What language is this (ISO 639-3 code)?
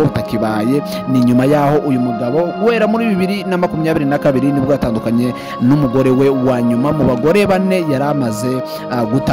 kin